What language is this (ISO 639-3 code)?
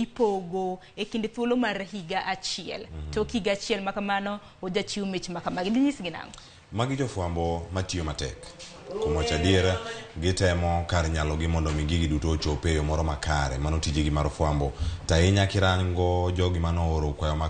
luo